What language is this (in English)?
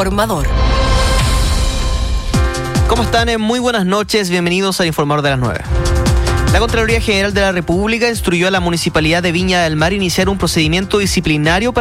Spanish